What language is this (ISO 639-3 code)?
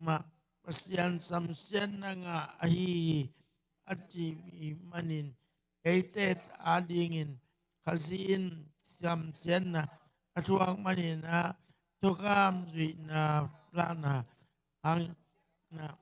ctd